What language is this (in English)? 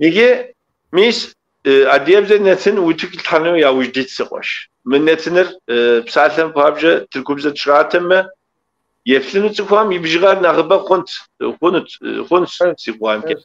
Kabardian